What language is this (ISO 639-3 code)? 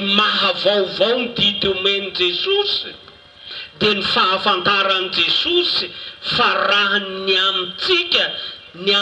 mlg